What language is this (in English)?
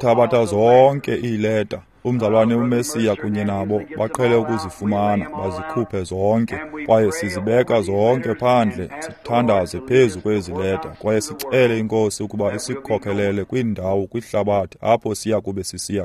Xhosa